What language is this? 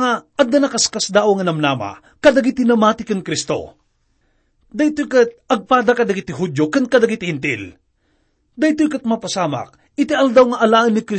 Iloko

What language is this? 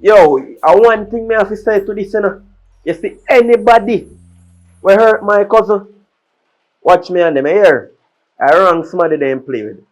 Jamaican Creole English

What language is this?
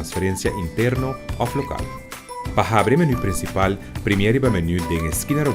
Papiamento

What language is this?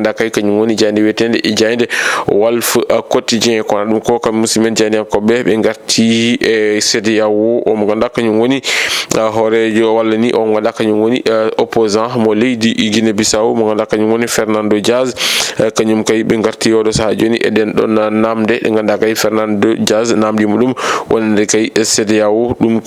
Fula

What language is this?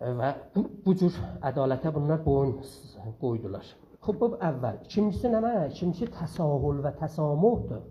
South Azerbaijani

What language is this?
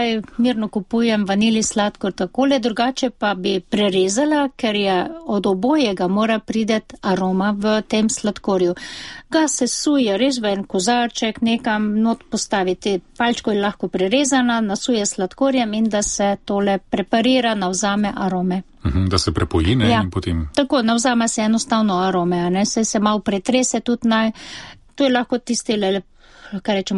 Slovenian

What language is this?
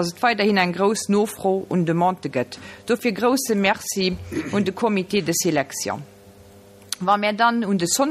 Luxembourgish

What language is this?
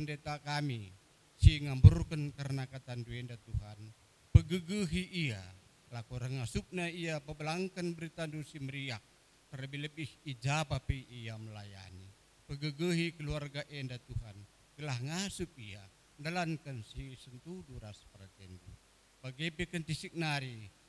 Batak Karo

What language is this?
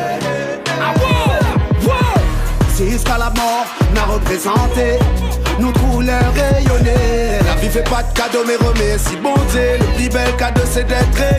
Réunion Creole French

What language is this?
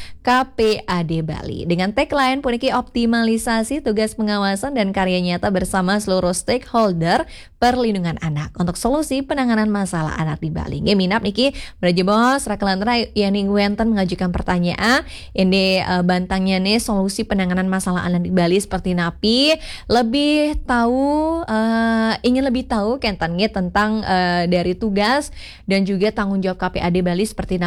Balinese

